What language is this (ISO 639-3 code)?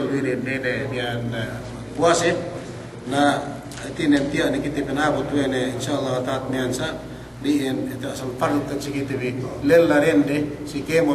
yka